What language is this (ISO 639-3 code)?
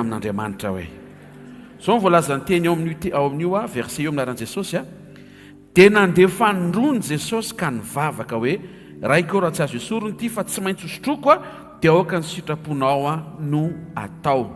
mlg